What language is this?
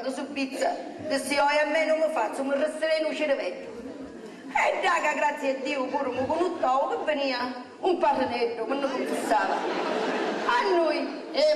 Sicilian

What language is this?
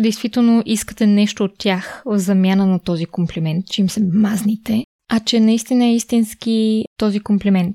Bulgarian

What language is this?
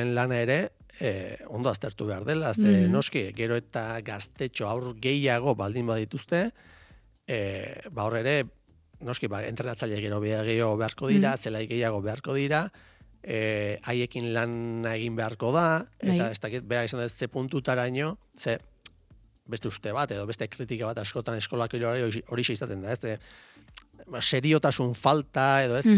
Basque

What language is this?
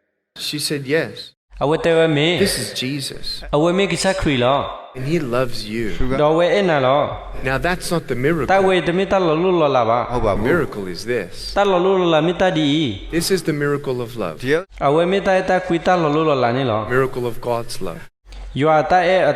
S'gaw Karen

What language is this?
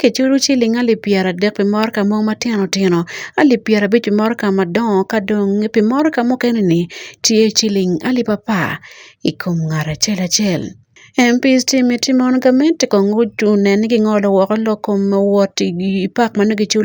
Acoli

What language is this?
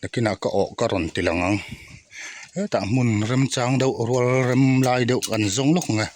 Mizo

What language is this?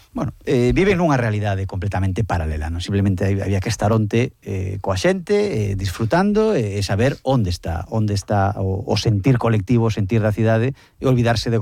Galician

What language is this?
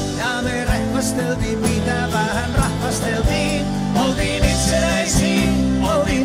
Finnish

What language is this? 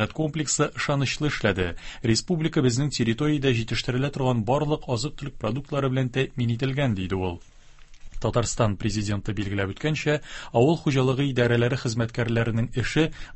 Tatar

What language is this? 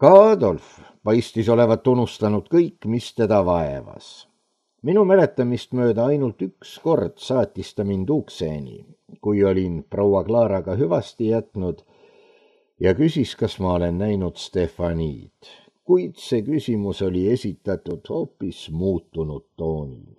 Estonian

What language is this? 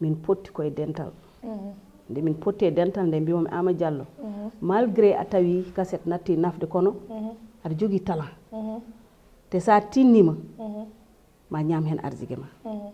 Fula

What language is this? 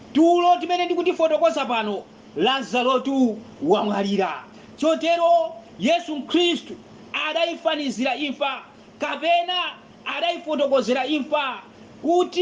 Nyanja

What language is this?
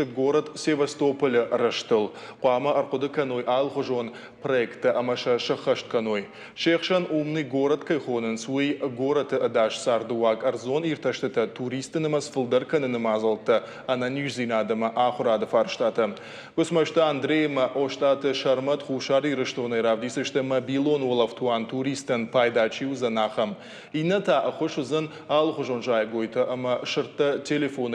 Ossetic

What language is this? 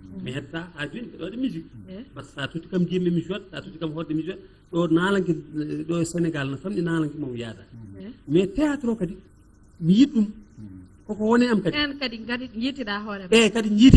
Fula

